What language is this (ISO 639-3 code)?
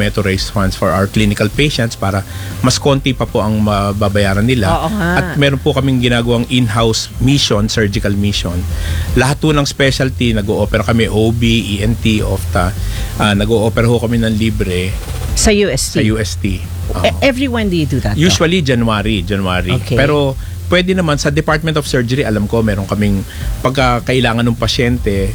fil